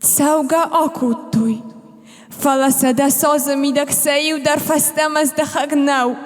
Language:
Ossetic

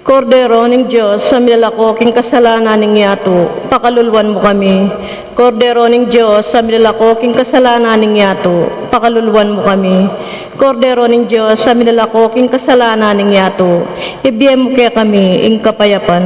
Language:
Pampanga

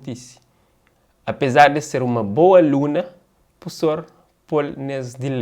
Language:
Kabuverdianu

